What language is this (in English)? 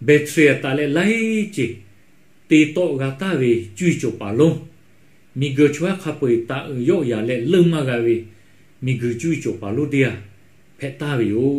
Lahu